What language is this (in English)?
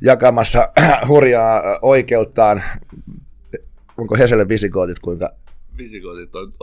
Finnish